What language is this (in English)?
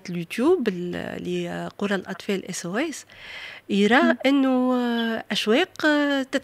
Tunisian Arabic